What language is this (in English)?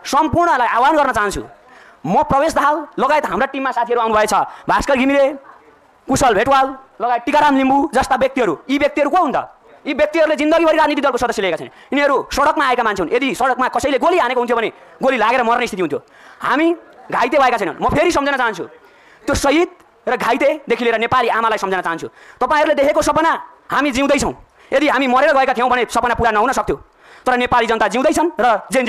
Nepali